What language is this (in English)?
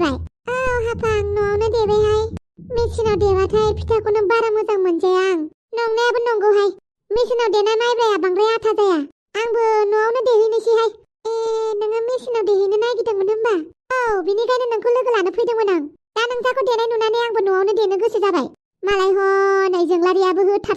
Bodo